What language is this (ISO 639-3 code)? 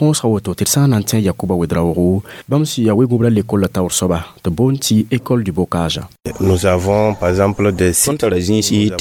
mos